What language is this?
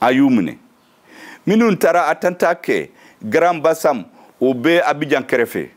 Bambara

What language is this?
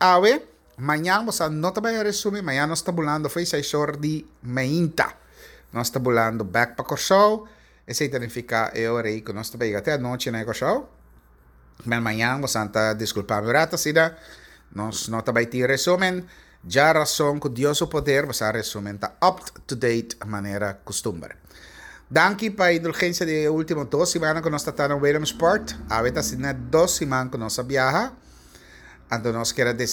Papiamento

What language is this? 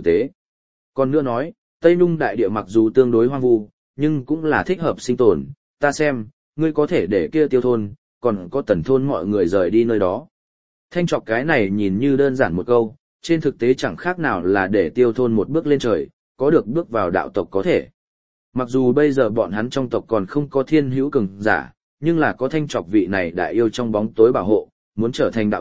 Vietnamese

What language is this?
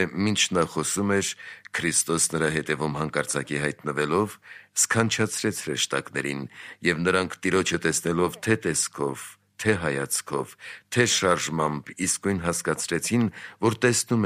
Armenian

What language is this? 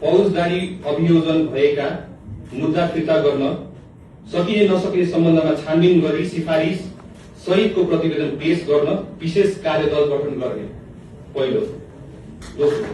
Nepali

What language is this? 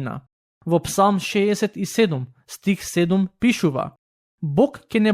Macedonian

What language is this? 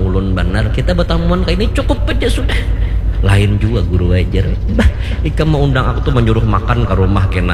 Banjar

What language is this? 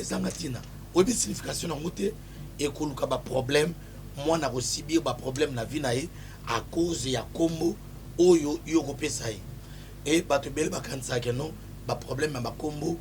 Lingala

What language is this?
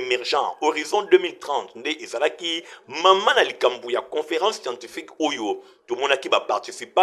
Lingala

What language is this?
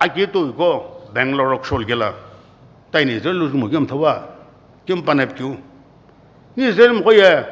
Sumi Naga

